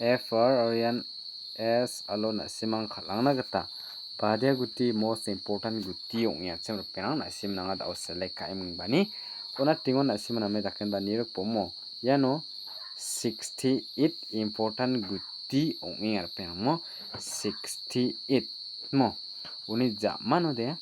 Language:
Garo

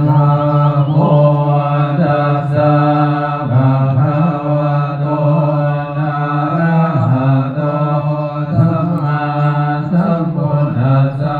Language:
Pali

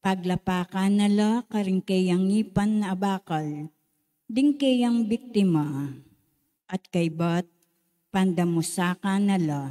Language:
Pampanga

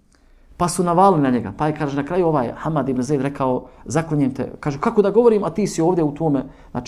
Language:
Bosnian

